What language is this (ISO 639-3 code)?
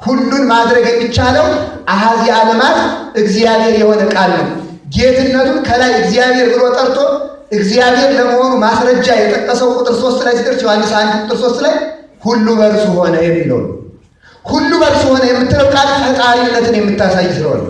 amh